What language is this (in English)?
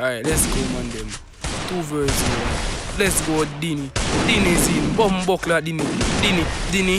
Jamaican Creole English